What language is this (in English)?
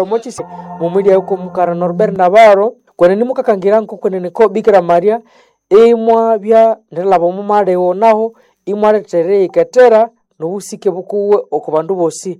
Nande